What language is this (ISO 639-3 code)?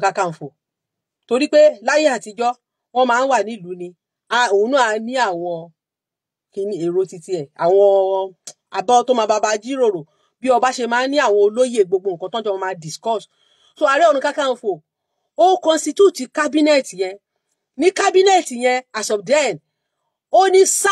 yor